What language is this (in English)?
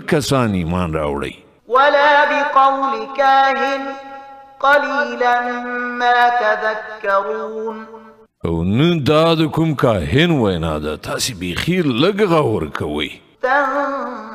Pashto